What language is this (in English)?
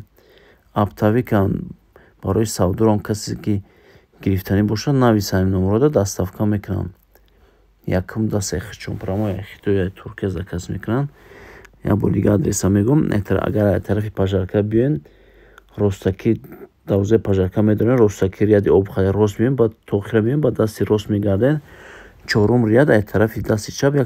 Tajik